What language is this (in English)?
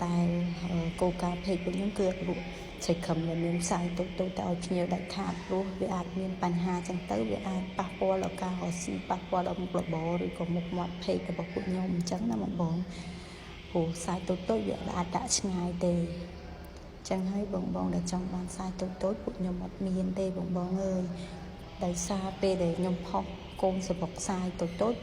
Khmer